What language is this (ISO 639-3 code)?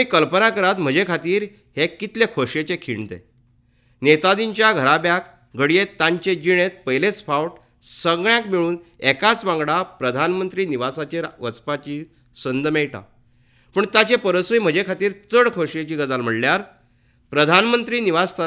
kok